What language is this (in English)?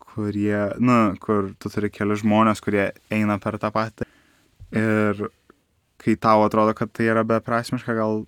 Lithuanian